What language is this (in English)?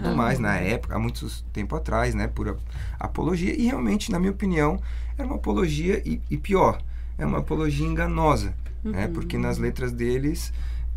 Portuguese